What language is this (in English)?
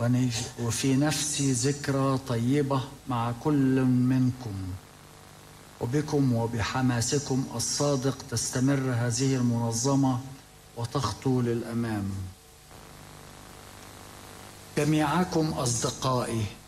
Arabic